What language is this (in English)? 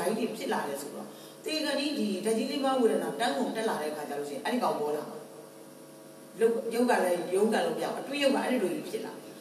Burmese